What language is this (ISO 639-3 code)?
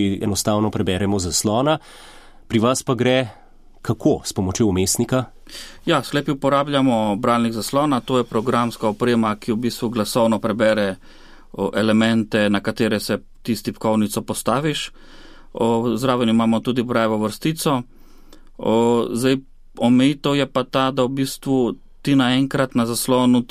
slv